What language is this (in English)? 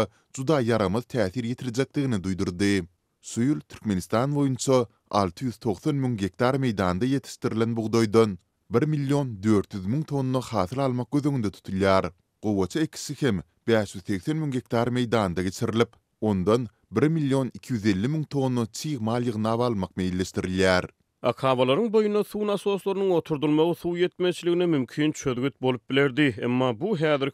Turkmen